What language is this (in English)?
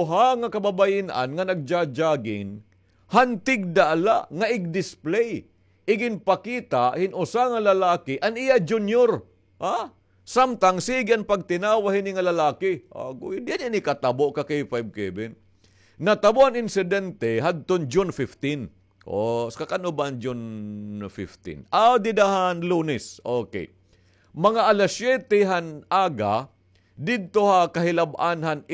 Waray